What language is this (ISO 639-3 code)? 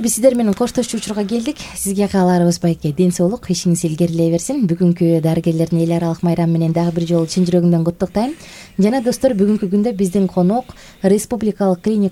kir